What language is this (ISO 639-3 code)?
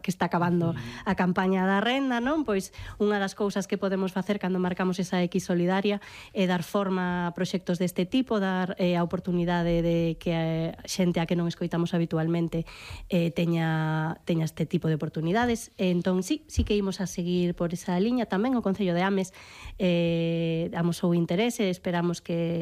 glg